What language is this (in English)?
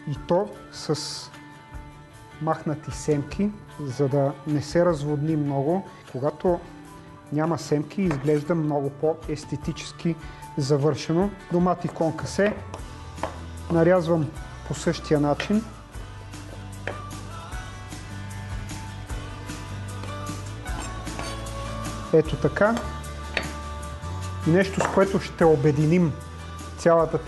Bulgarian